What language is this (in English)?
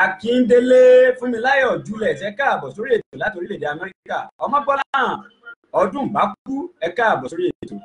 Yoruba